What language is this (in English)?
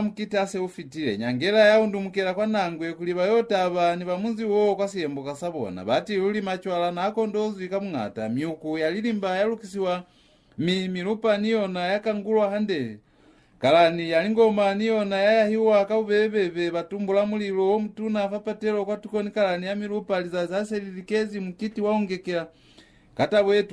Lozi